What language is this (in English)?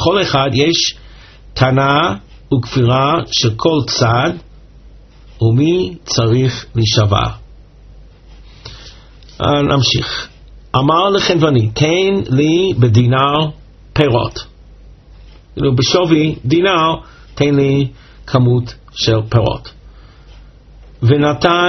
Hebrew